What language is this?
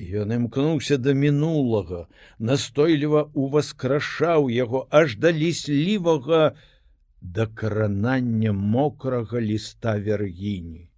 Belarusian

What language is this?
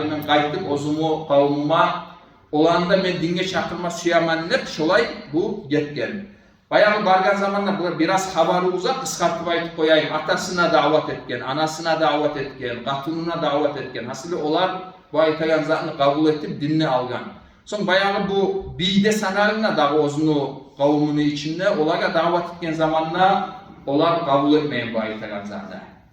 Kumyk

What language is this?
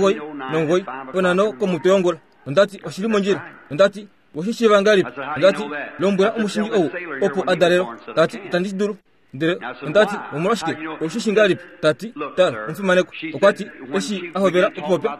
Kuanyama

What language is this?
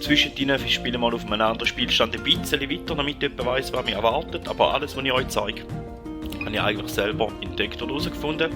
Swiss German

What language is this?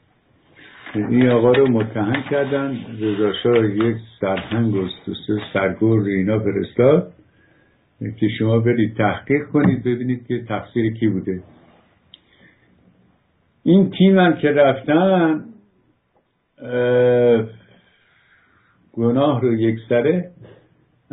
Persian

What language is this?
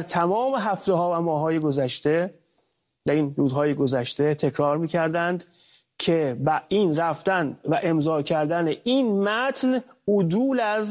Persian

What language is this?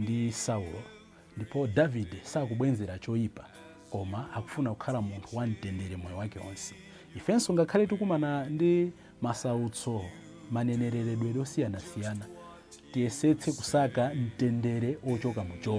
Nyanja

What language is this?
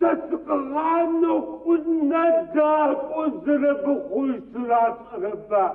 Adyghe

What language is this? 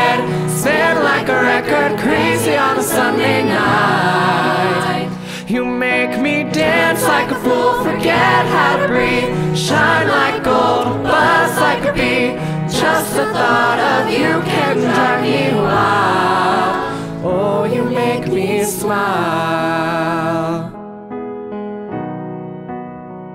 English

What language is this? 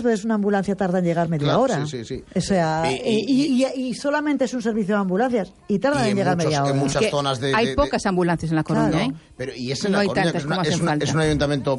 Spanish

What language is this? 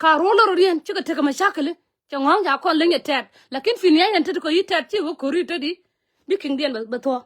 Nuer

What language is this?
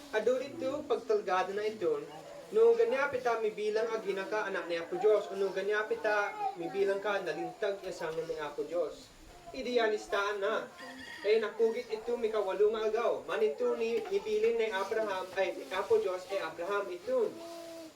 Isnag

